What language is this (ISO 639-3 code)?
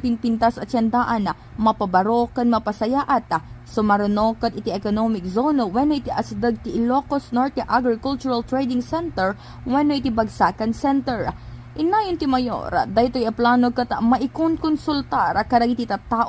ilo